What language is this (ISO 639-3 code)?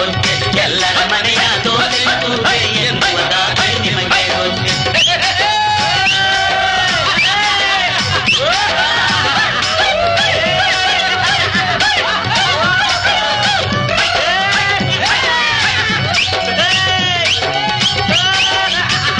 kan